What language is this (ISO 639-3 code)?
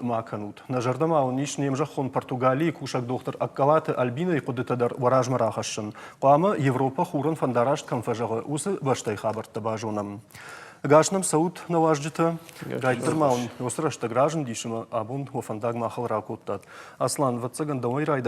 oss